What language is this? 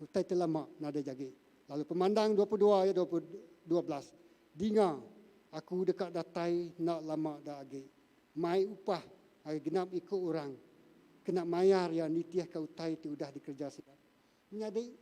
Iban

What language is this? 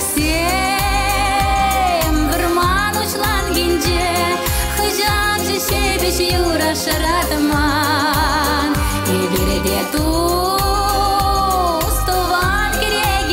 Chuvash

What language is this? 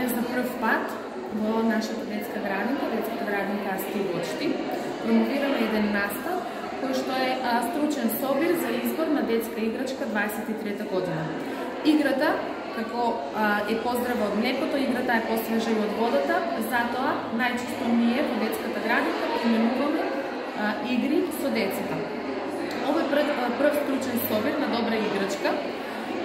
Macedonian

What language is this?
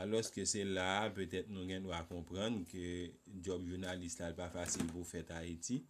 Haitian Creole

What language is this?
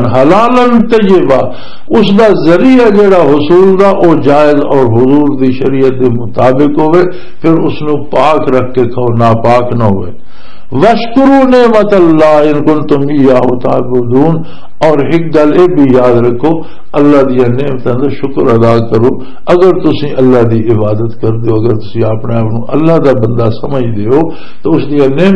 Western Panjabi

